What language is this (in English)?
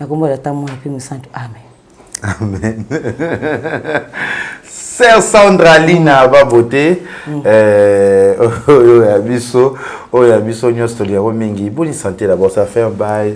Lingala